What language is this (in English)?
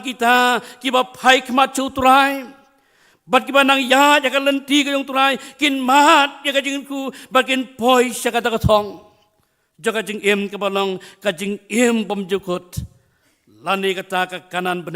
Khasi